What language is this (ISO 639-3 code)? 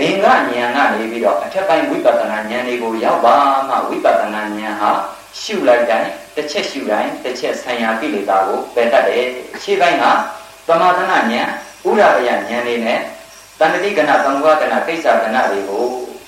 mya